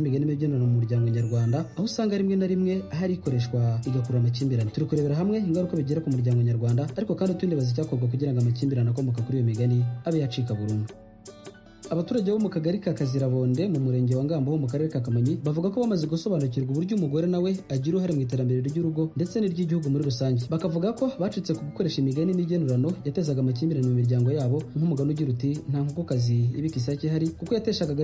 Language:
Kinyarwanda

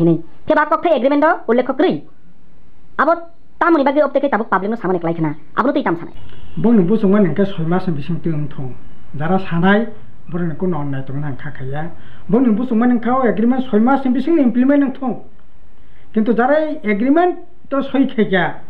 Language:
Kok Borok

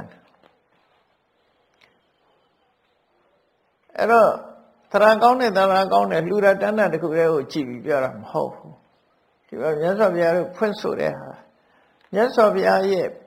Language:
Burmese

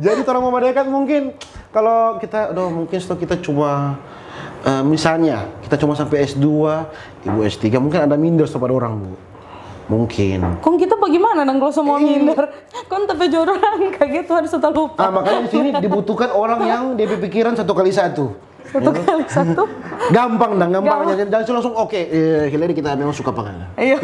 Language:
Manado Malay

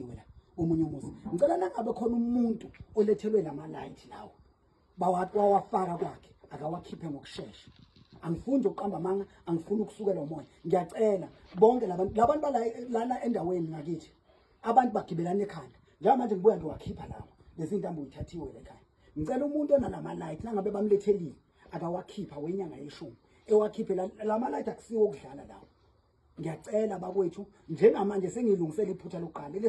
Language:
Zulu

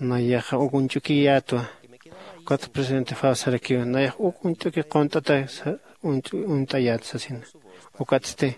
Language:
Aymara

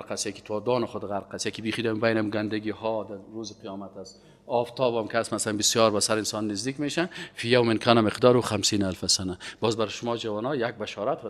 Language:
Persian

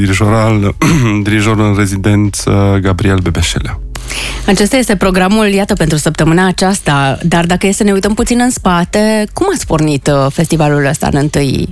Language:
Romanian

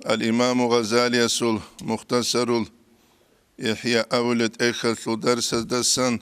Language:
Avaric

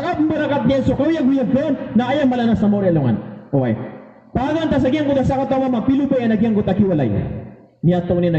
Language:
Maranao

